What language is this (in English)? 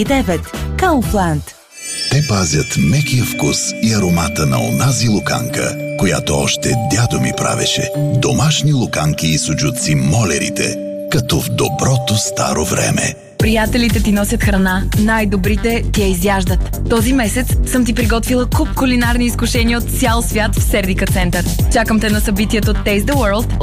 Bulgarian